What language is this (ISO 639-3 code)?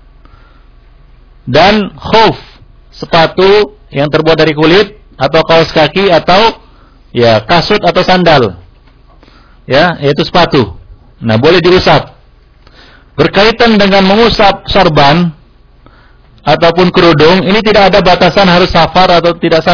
ind